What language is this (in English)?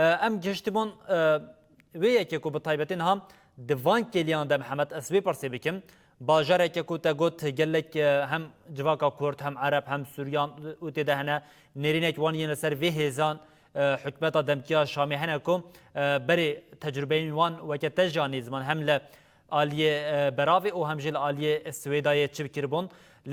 Kurdish